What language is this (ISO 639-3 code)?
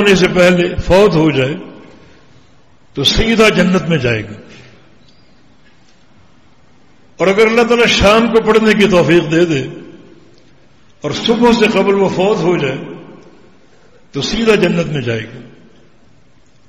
urd